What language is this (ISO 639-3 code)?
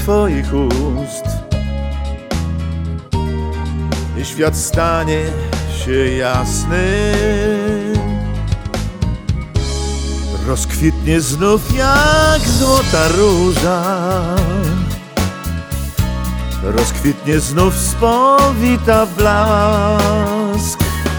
pol